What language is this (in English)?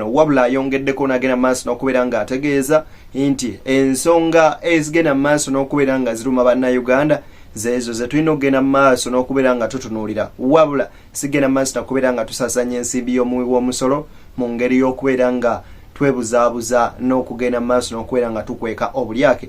Ganda